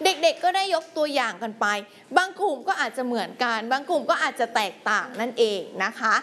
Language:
Thai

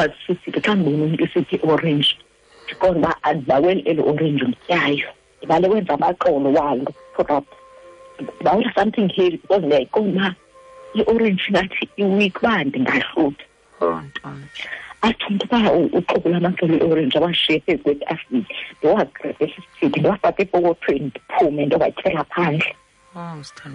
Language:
Xhosa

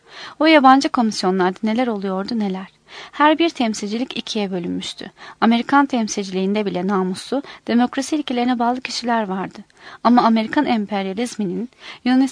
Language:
Turkish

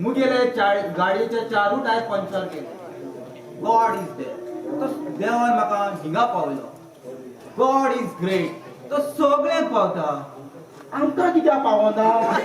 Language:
Konkani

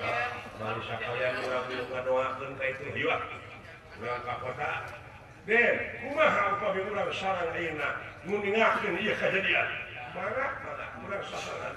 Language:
Sundanese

